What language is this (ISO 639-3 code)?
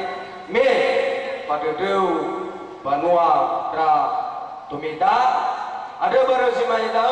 nia